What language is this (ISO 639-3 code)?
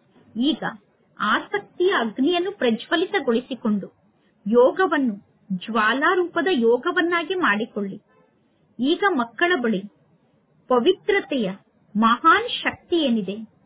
kan